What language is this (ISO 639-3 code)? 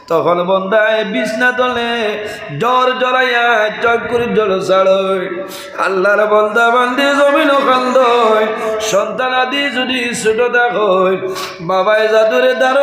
syl